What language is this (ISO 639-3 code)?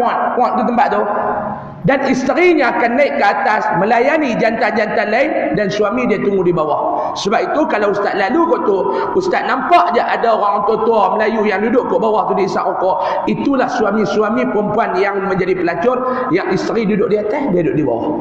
msa